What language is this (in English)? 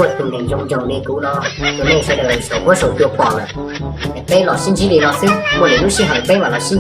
Hmong